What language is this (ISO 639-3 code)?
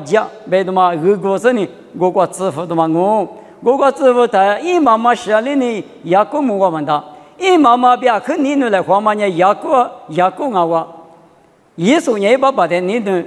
lis